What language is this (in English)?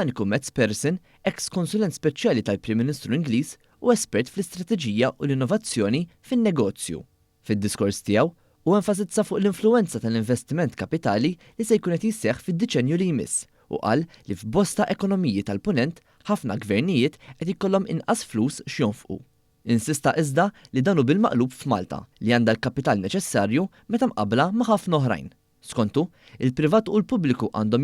Maltese